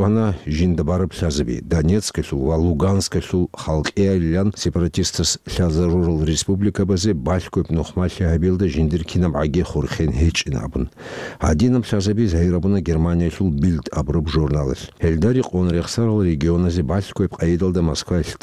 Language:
Avaric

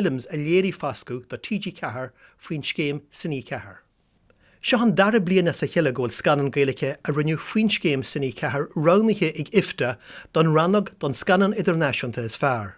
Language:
Irish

